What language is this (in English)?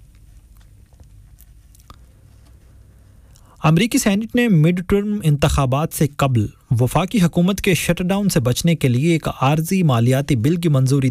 Urdu